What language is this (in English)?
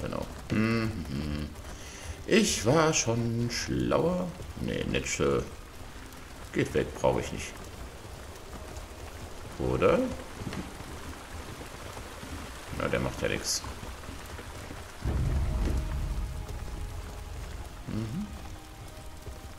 German